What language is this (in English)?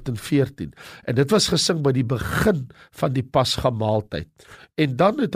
Afrikaans